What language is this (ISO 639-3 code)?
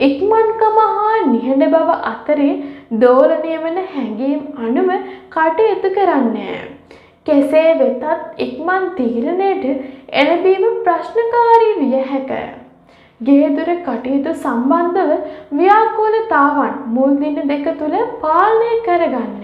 sin